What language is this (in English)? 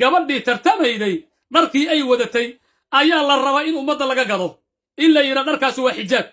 Somali